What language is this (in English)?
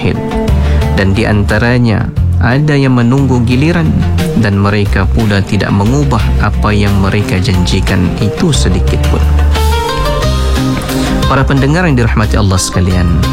Malay